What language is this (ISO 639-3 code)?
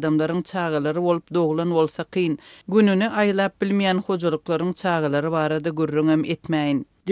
tuk